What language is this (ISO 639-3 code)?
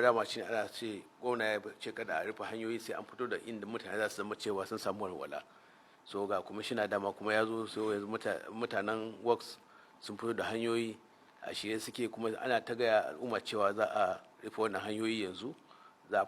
hau